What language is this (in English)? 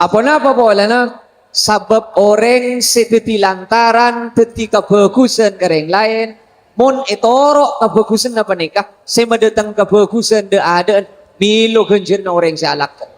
Madurese